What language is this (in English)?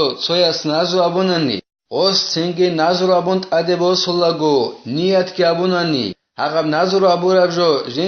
Avaric